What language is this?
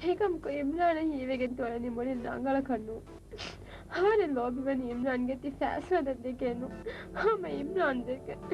Divehi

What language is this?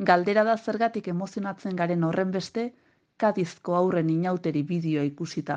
Basque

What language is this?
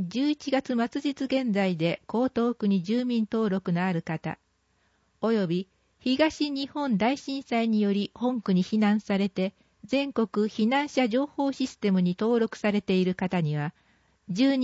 Japanese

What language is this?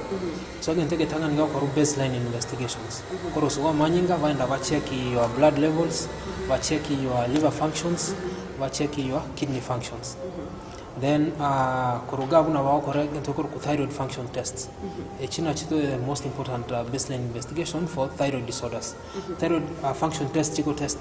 Gusii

